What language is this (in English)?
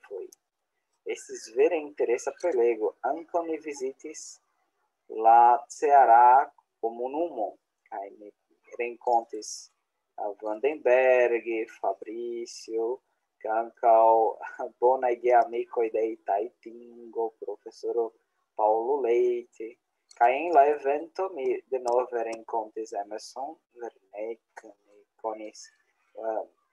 Esperanto